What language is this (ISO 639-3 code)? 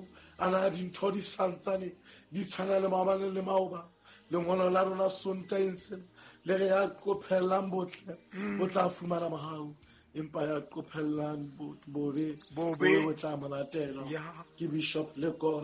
sot